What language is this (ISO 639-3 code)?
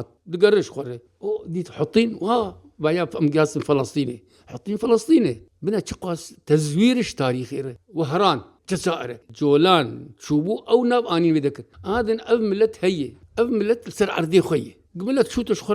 kur